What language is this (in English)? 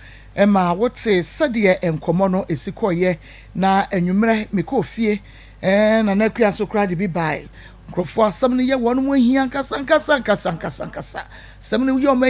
Akan